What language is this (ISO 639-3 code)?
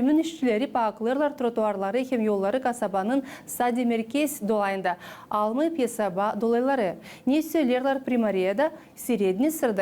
gag